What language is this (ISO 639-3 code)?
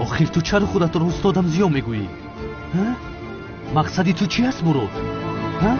tgk